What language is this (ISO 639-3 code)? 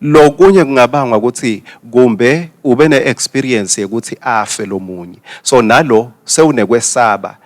ssw